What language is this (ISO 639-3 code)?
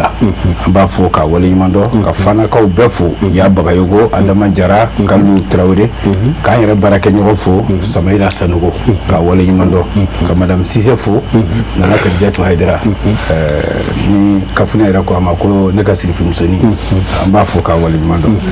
bam